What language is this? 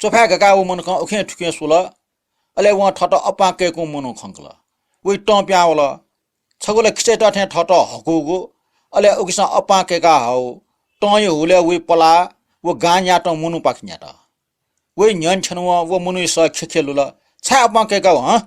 Newari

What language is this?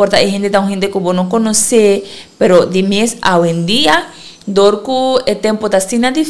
Papiamento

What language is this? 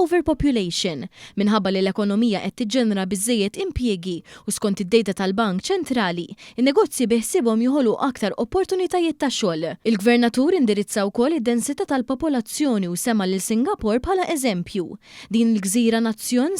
Maltese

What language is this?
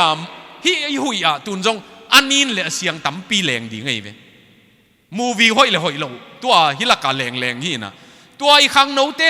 Tedim Chin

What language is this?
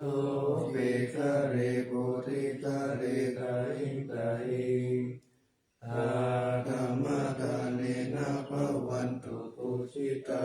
Pali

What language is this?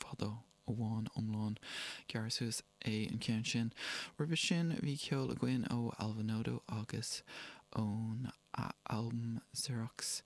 Irish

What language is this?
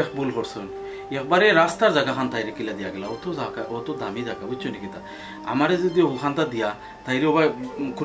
Sylheti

